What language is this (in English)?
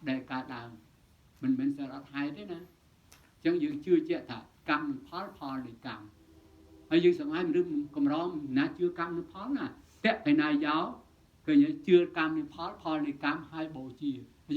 Khmer